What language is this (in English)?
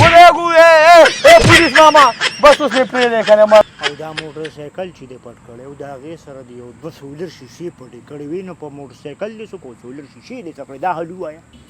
Pashto